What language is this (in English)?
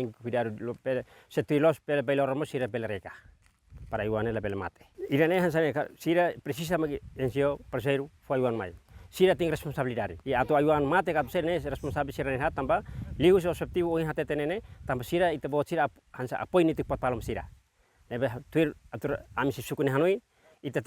Tetum